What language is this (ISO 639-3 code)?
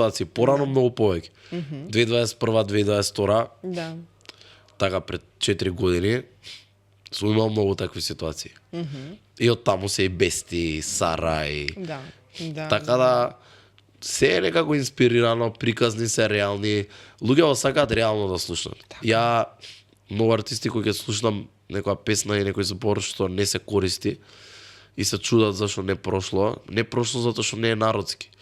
mkd